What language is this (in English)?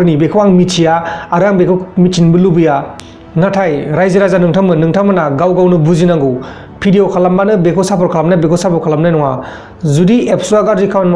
Bodo